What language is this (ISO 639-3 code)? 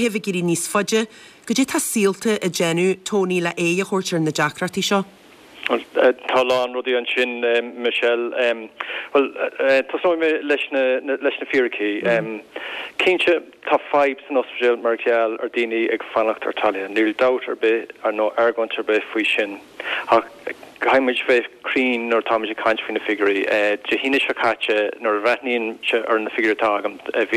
gle